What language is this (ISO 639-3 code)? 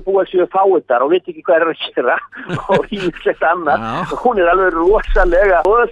isl